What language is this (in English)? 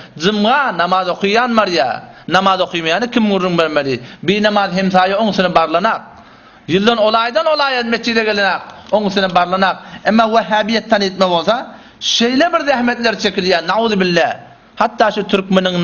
Turkmen